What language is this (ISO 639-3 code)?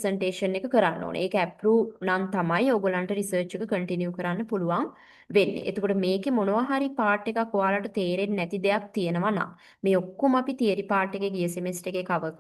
sin